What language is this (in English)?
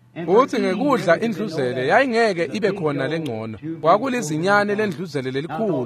Swati